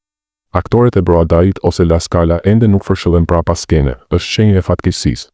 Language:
Albanian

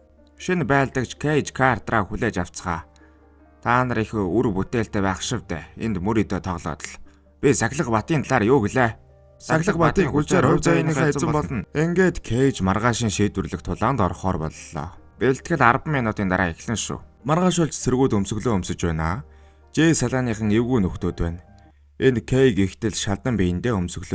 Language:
Mongolian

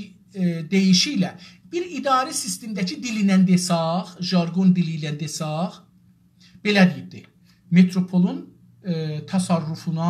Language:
South Azerbaijani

